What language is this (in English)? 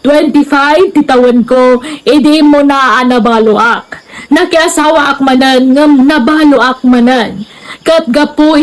Iloko